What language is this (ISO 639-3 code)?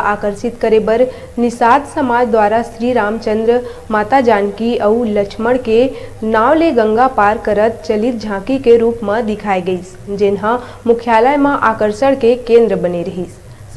hne